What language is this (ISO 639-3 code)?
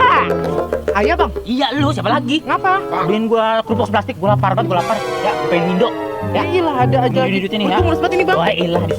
bew